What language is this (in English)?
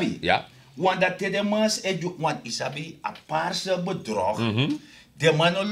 Sranan Tongo